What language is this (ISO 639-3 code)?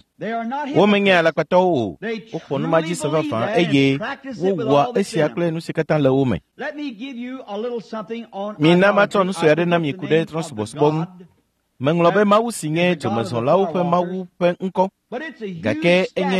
ewe